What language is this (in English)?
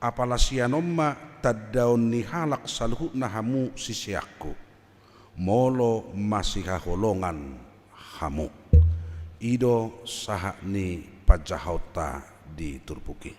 Batak Toba